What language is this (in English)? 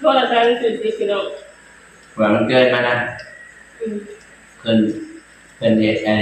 Lao